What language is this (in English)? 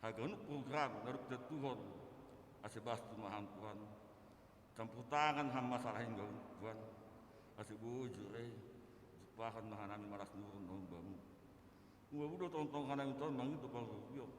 Batak Simalungun